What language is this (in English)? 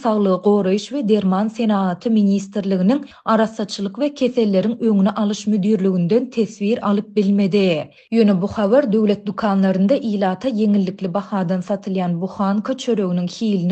Turkmen